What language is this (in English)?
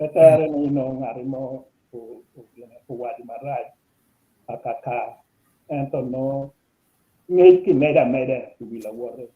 Acoli